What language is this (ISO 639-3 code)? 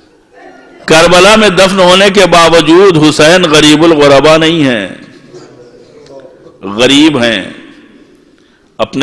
urd